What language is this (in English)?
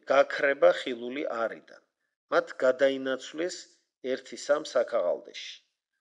Georgian